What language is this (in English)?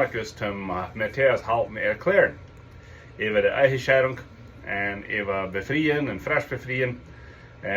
Plautdietsch